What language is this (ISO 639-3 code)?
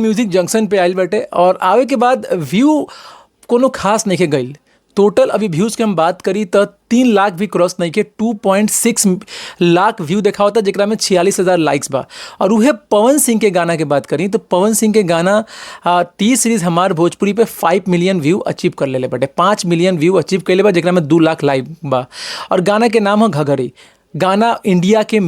bho